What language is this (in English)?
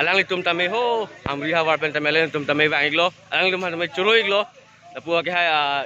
Karbi